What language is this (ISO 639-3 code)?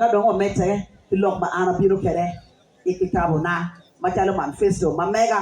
ach